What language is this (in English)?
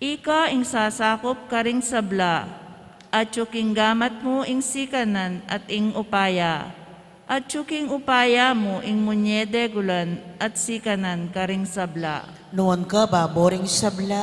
Pampanga